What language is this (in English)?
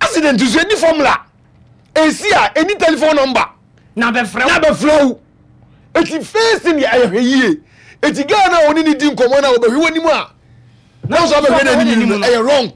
Akan